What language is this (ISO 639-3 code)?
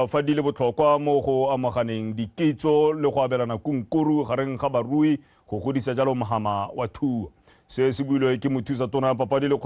tsn